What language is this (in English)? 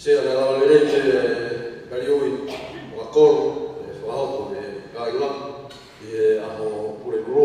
Tongan